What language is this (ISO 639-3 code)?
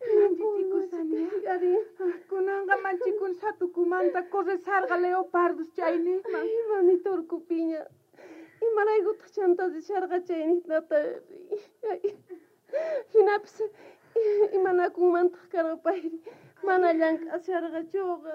quh